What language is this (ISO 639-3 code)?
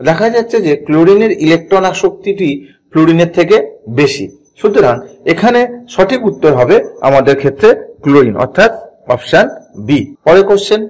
ben